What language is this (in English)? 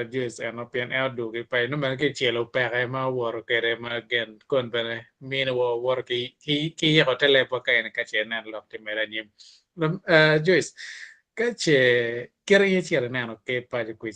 Acoli